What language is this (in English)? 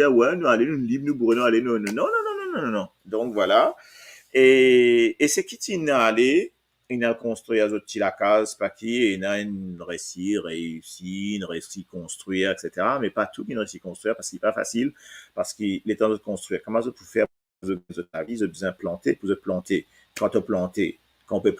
Morisyen